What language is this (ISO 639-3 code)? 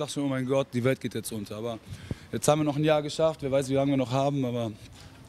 deu